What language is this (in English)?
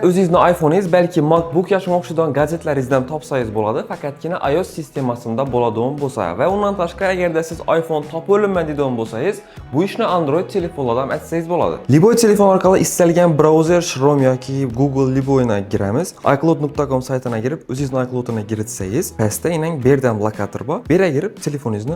Uzbek